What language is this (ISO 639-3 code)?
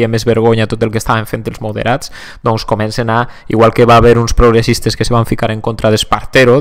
cat